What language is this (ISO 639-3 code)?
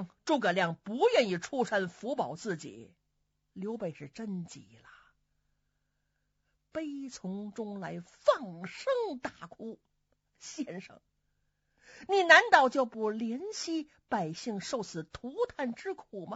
zho